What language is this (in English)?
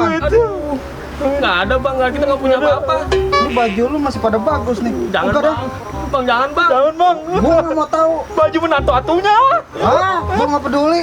Betawi